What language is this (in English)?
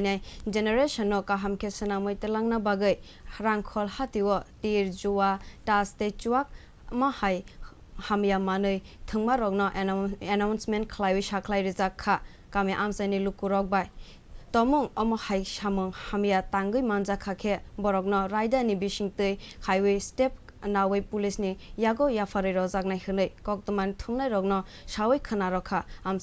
Kok Borok